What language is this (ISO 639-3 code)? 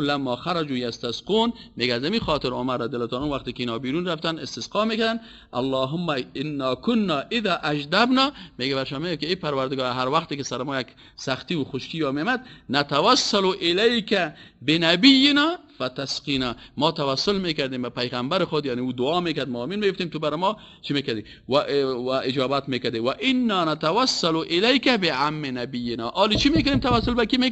fas